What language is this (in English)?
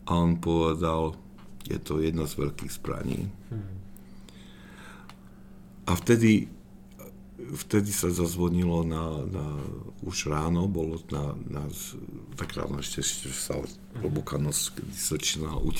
Slovak